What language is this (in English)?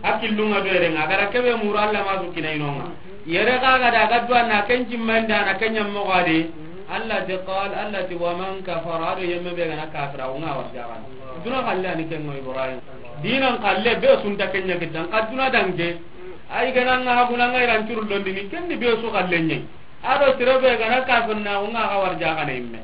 Soninke